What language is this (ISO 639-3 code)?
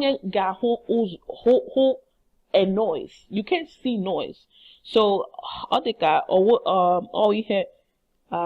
ibo